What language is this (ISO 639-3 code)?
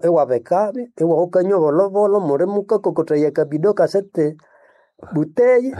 nnb